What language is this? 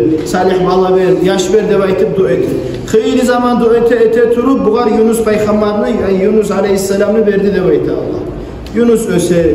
Kumyk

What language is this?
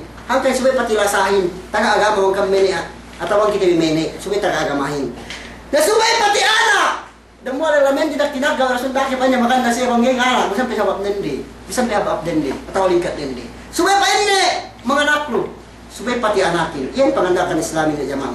Yakan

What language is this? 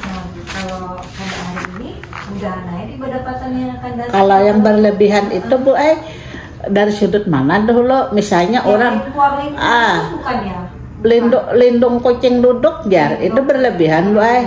Banjar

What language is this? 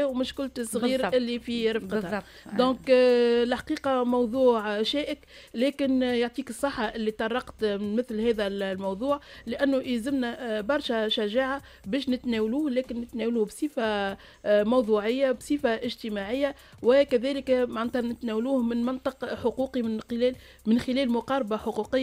Tunisian Arabic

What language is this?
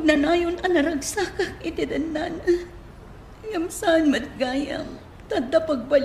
Iloko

